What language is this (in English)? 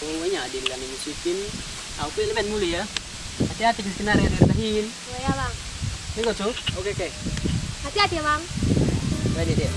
Batak Karo